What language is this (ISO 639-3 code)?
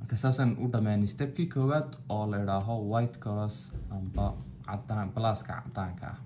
som